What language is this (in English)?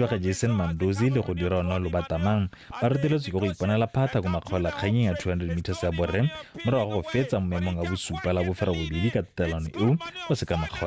Tswana